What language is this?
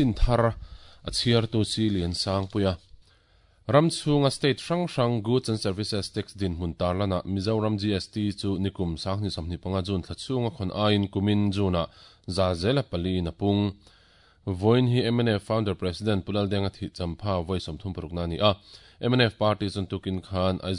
Mizo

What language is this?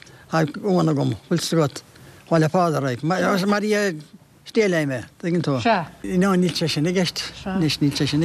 Irish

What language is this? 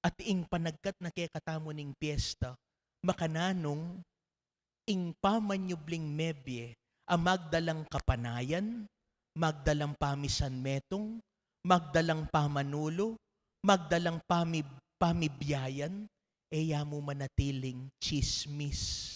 Pampanga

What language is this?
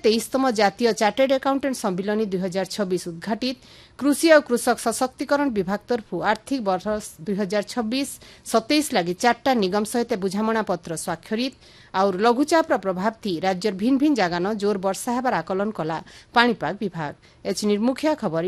Odia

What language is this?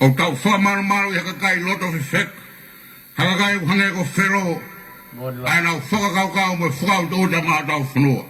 Tongan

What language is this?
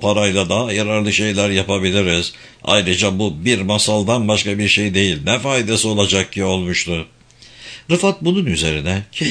Turkish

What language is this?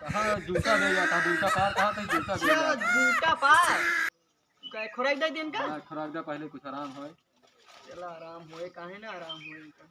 Awadhi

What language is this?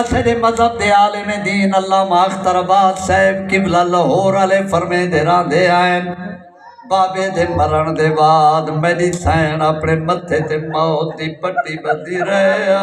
Saraiki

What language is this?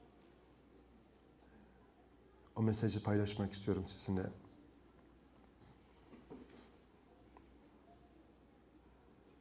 Turkish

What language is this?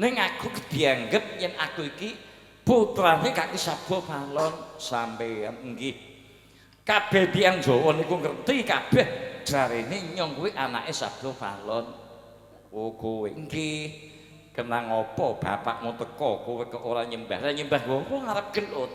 Javanese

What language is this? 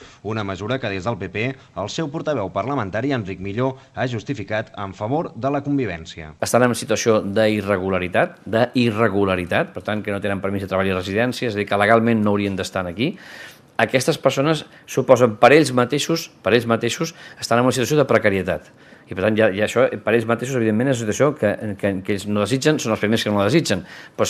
Catalan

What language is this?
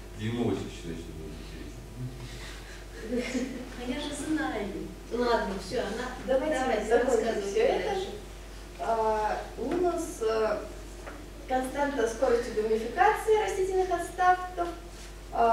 Russian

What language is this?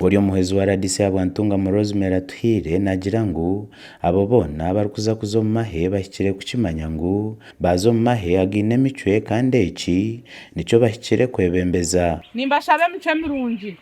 Nyankole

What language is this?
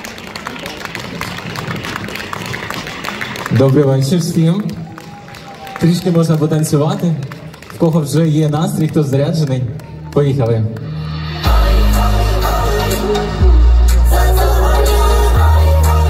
Ukrainian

